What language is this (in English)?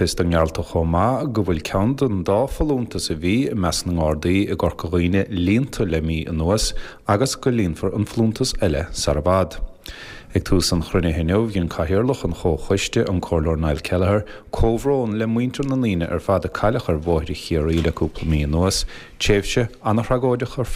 Irish